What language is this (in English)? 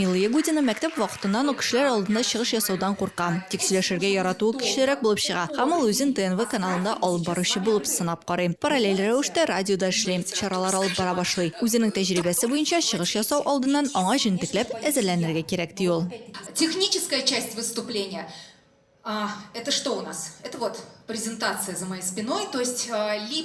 Tatar